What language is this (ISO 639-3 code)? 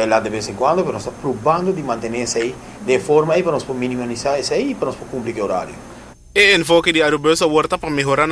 pap